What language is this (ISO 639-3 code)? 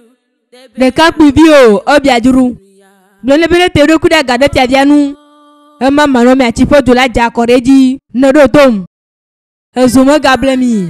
ewe